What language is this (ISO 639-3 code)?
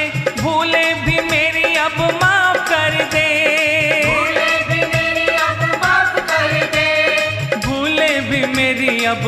hin